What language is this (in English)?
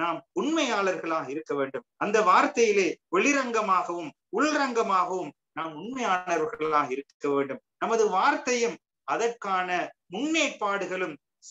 Tamil